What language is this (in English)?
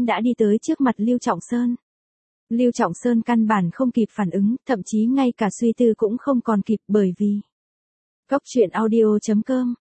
Vietnamese